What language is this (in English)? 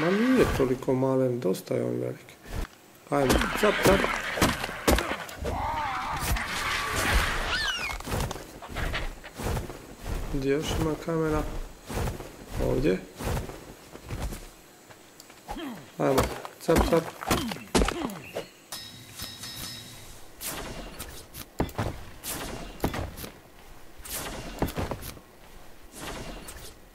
Croatian